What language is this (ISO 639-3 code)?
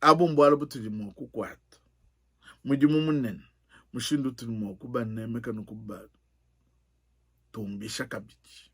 lua